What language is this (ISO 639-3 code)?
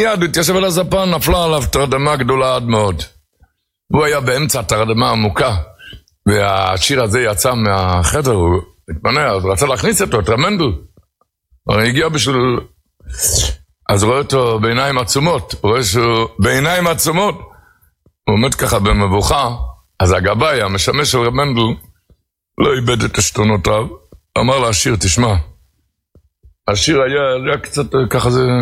heb